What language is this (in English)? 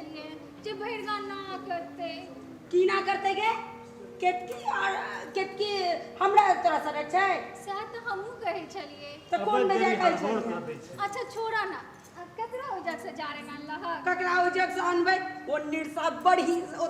Maithili